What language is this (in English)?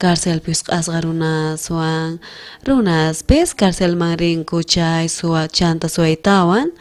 South Bolivian Quechua